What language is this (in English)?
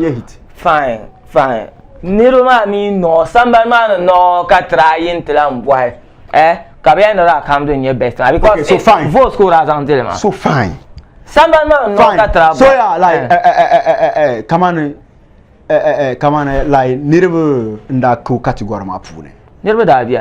Dagbani